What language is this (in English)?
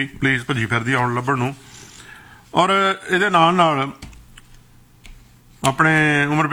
Punjabi